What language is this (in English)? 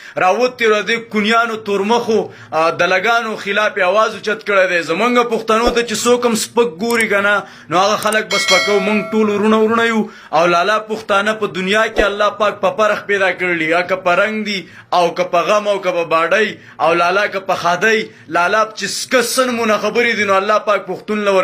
Pashto